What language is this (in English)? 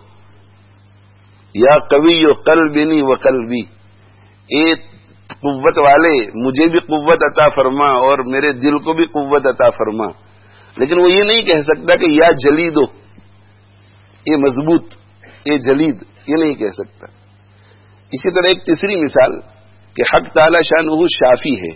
Urdu